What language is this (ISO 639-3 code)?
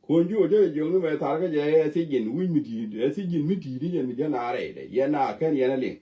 nus